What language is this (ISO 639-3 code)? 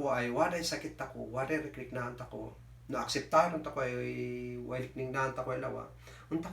kne